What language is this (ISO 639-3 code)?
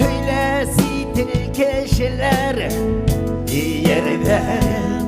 bak